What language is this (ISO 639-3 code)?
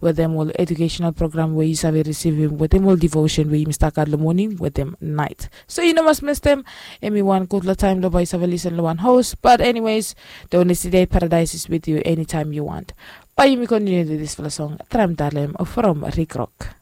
bis